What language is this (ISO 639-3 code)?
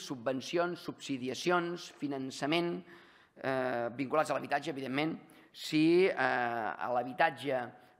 cat